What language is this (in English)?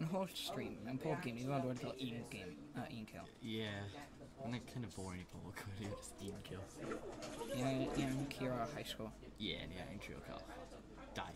Welsh